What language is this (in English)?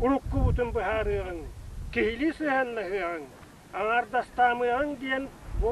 Yakut